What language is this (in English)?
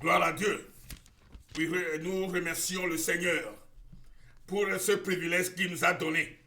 Ewe